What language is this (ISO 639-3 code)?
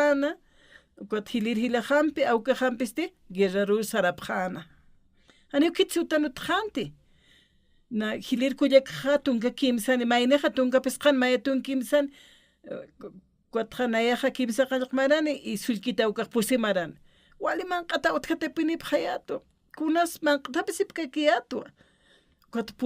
aym